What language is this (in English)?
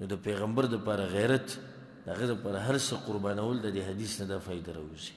Pashto